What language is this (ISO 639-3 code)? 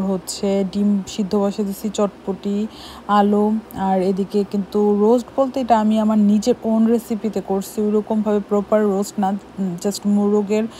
ben